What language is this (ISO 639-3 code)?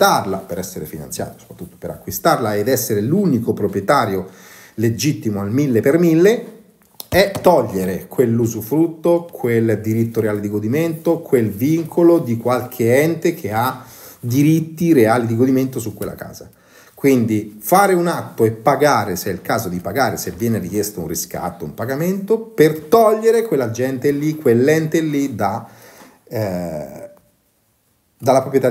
ita